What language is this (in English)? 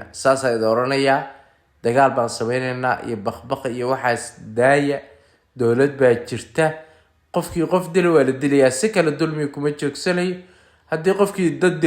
Somali